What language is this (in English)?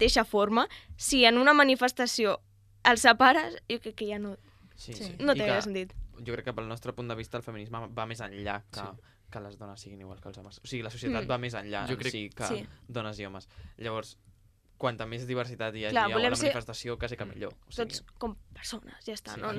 Catalan